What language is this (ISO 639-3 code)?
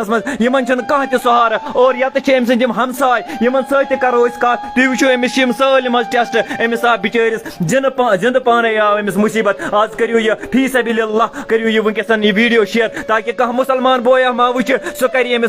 kas